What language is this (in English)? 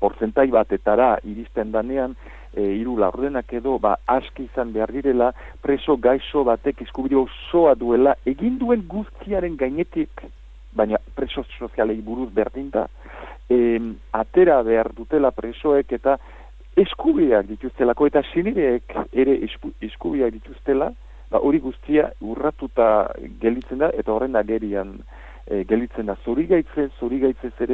Basque